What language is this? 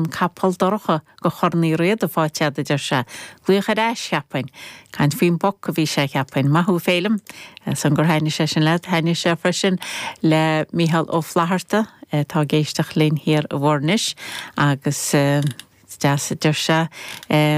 Irish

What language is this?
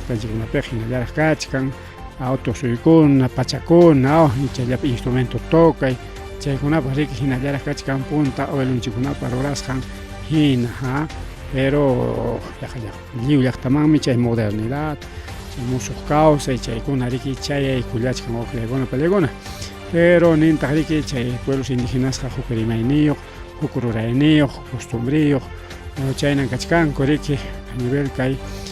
Ayacucho Quechua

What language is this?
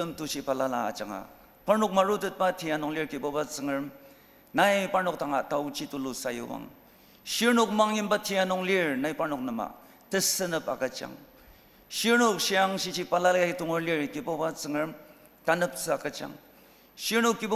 Ao Naga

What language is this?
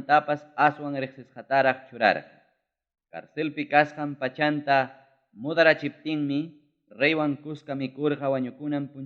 Ayacucho Quechua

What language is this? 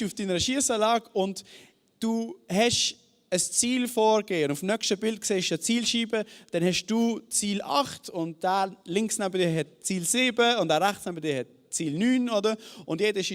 Swiss German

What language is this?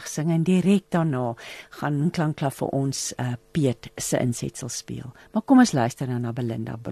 Afrikaans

